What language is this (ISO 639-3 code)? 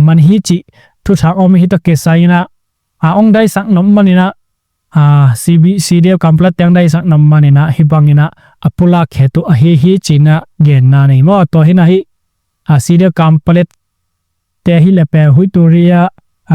ctd